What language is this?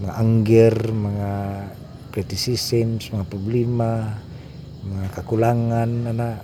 Cebuano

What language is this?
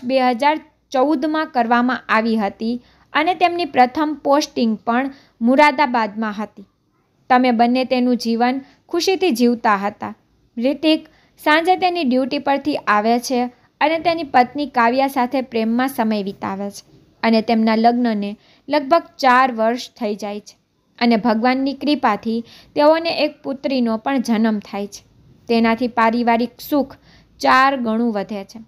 Gujarati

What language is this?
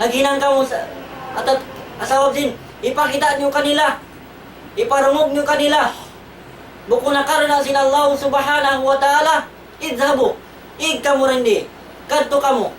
Tausug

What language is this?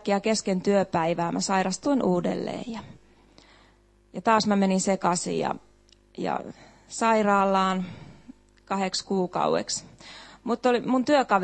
Finnish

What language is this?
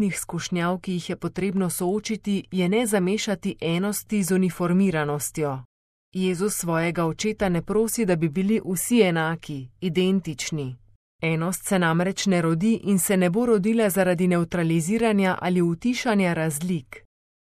Slovenian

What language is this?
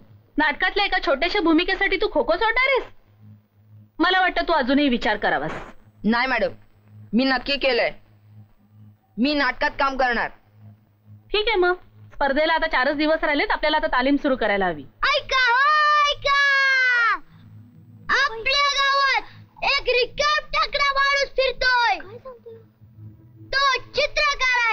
Marathi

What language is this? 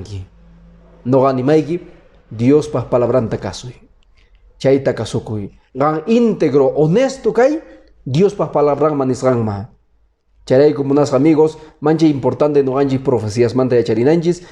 Quechua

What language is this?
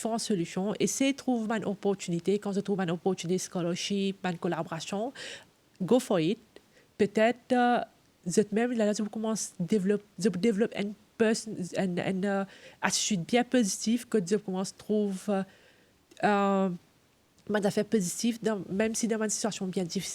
Morisyen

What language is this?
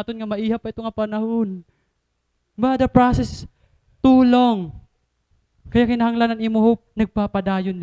Waray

